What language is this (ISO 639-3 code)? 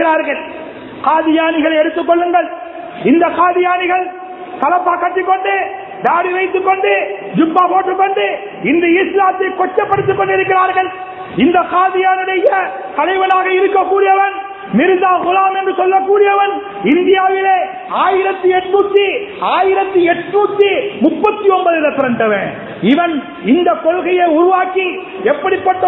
tam